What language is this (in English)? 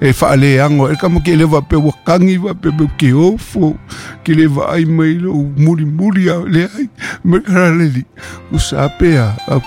Samoan